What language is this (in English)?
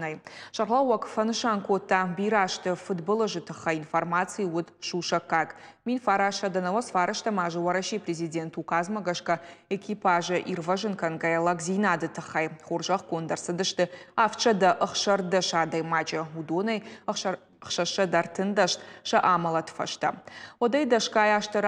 Ossetic